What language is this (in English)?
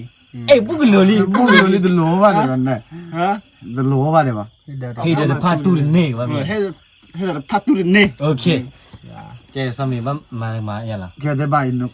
S'gaw Karen